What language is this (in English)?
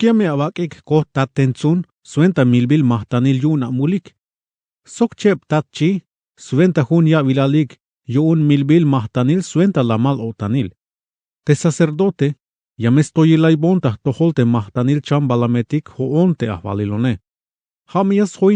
Tzeltal